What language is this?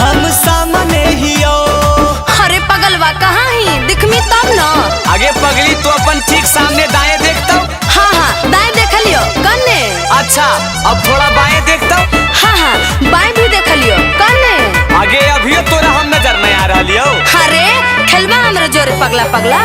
Magahi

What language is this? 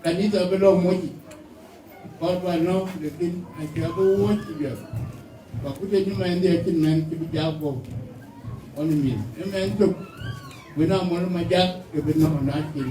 Dinka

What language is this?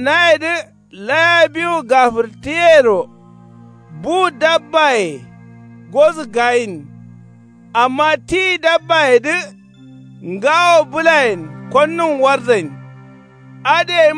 Kanuri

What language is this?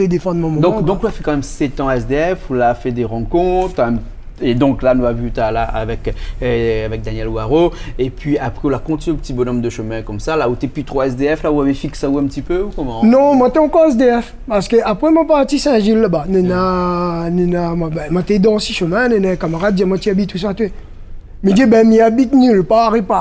Réunion Creole French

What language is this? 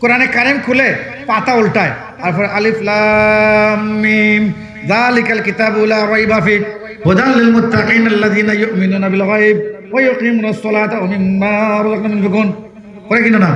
Sylheti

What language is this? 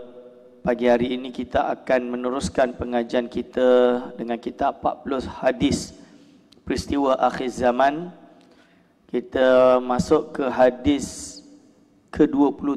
Malay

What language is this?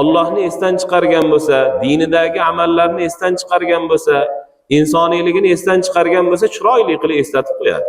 Uzbek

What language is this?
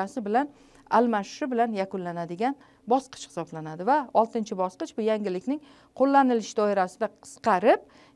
Uzbek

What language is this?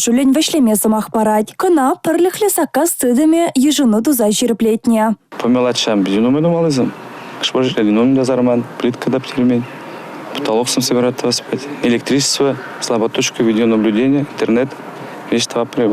Chuvash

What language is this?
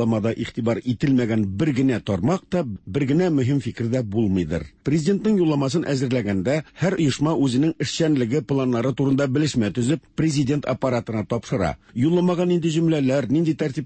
Tatar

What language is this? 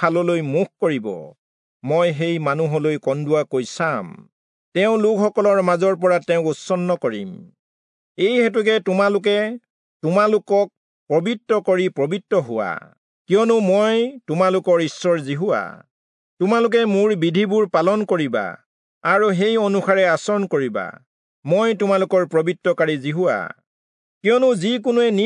Assamese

